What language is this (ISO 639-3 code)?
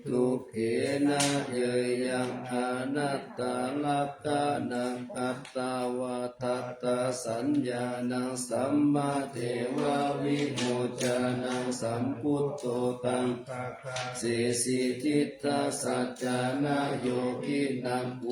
pli